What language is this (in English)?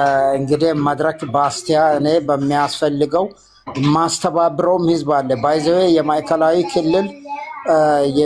Amharic